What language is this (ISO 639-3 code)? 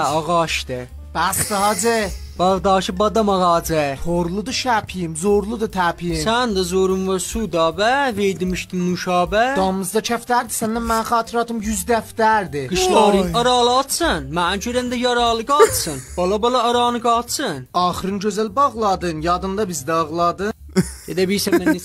azb